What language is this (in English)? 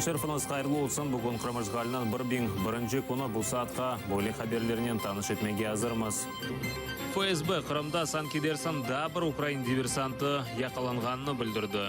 Crimean Tatar